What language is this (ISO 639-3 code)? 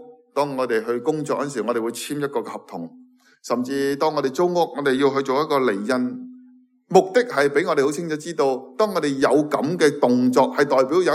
yue